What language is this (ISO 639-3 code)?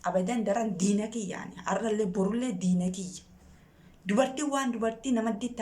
orm